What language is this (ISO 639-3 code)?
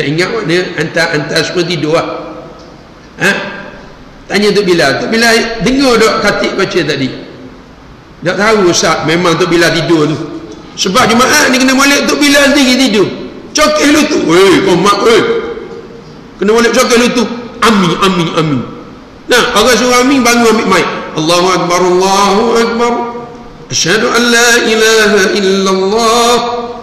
msa